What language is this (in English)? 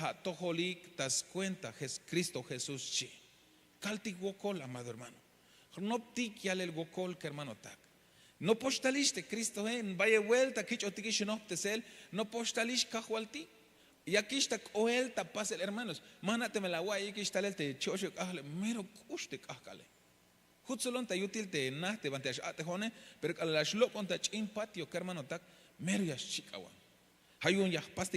Tzeltal